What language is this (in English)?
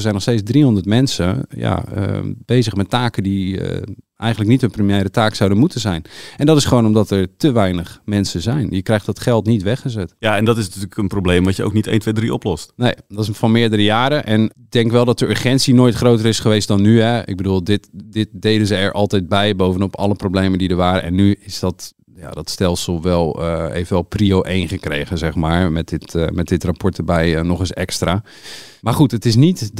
Dutch